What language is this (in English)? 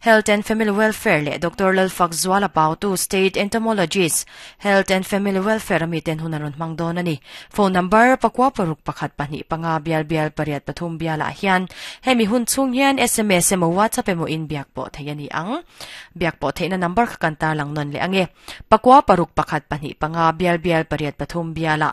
Mizo